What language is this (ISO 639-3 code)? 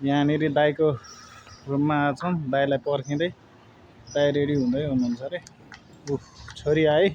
nep